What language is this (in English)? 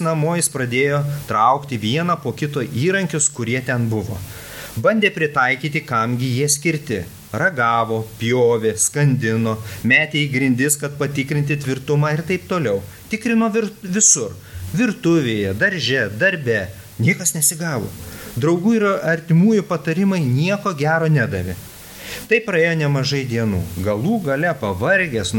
Lithuanian